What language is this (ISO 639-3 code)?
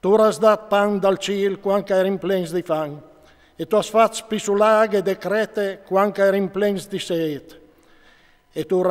fur